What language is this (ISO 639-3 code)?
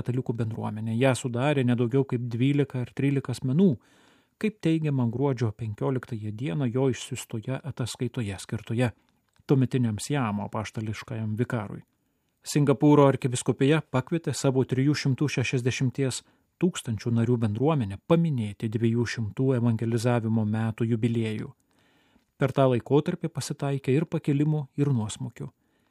lit